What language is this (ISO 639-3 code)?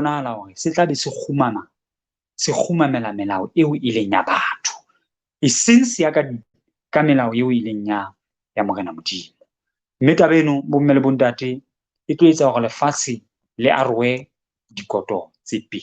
sot